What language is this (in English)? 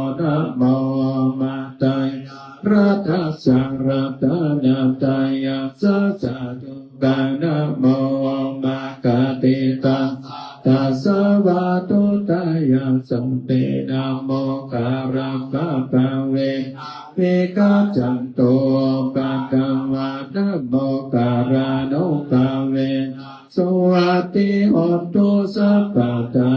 Pali